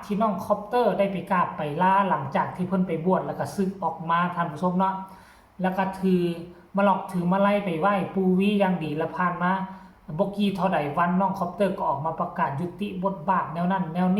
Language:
Lao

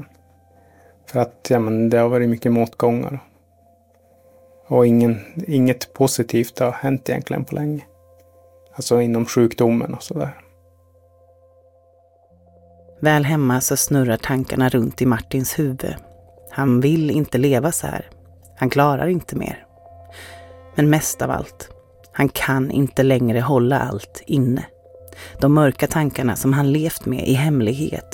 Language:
Swedish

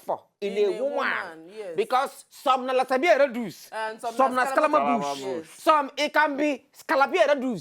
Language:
Nigerian Pidgin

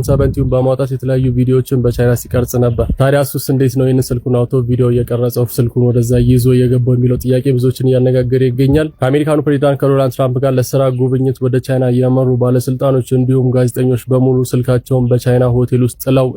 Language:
Amharic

